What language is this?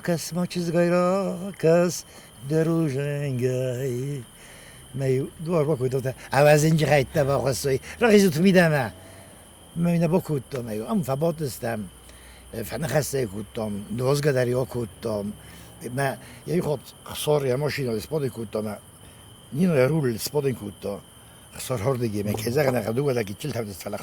Ossetic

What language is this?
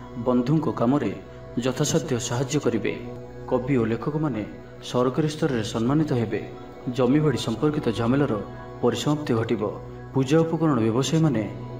Odia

